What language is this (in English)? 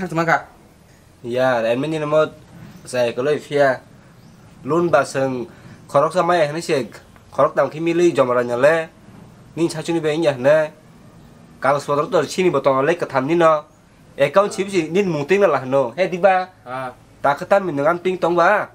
Kok Borok